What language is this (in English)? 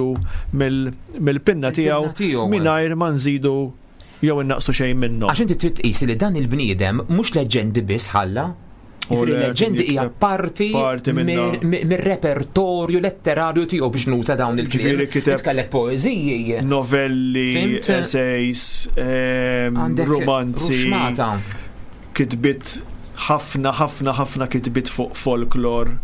Maltese